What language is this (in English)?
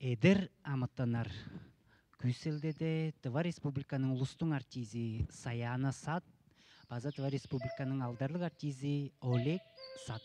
Tuvinian